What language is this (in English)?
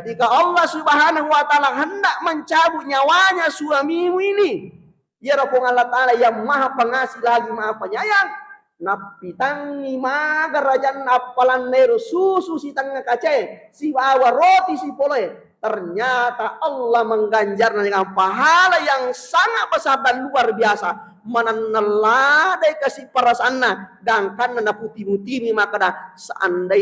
Buginese